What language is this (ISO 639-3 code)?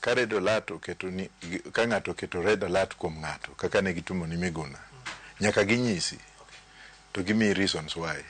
luo